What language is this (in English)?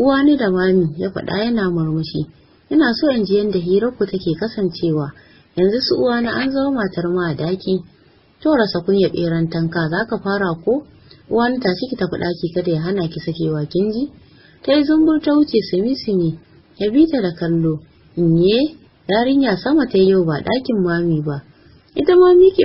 Hausa